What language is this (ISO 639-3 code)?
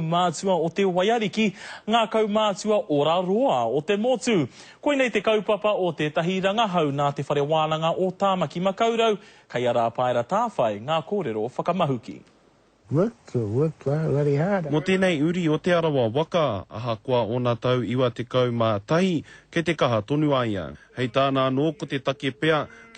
mri